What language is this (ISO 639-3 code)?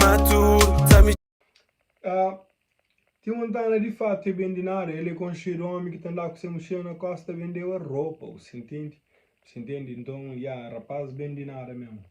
kea